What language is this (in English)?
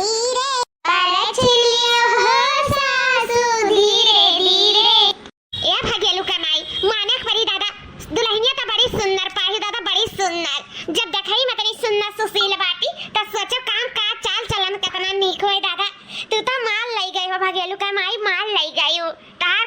Awadhi